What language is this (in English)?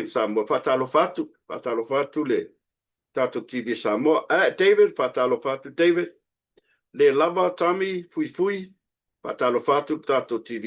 Samoan